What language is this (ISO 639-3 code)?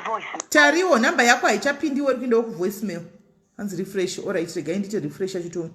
sna